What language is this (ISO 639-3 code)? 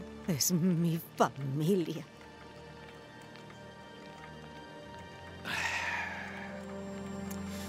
spa